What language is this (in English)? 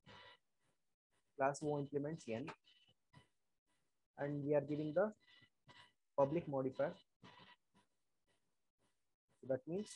English